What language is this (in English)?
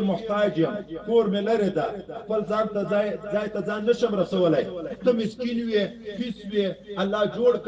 Pashto